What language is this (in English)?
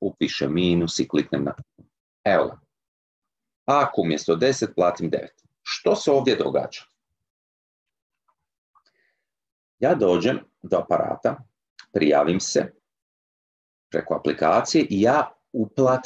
Croatian